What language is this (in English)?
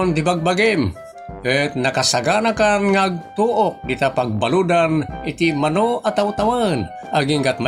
Iloko